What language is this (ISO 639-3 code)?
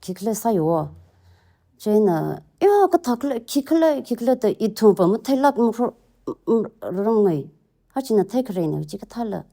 nmf